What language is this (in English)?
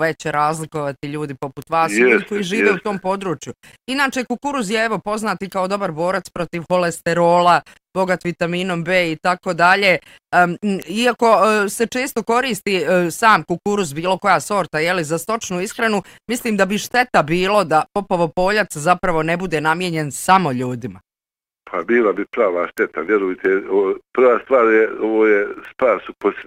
Bosnian